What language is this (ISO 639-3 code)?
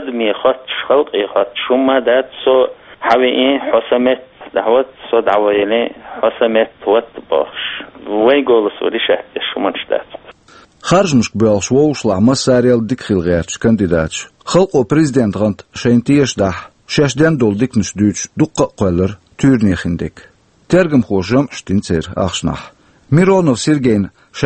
che